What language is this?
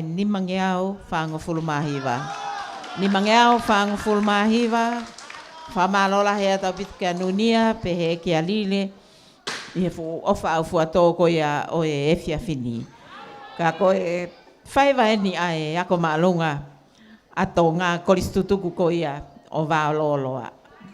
Tongan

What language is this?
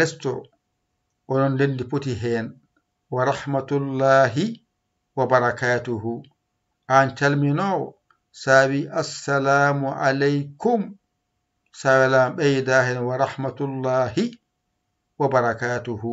Fula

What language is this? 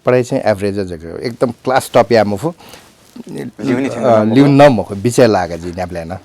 Newari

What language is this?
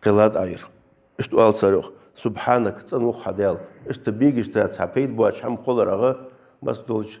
Ingush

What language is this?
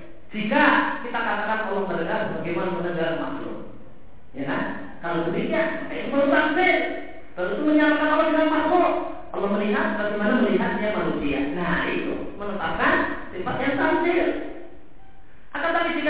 Indonesian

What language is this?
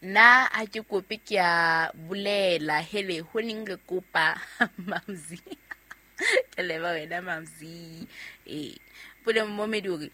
Southern Sotho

